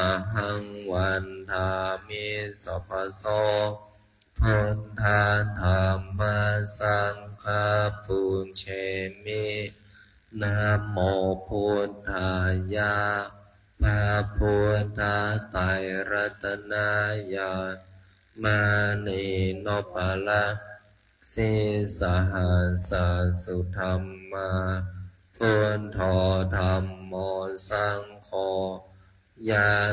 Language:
Pali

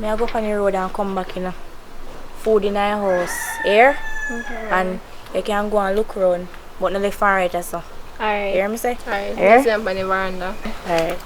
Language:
Jamaican Creole English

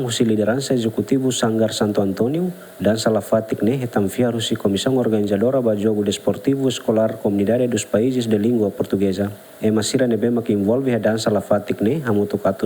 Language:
Tetum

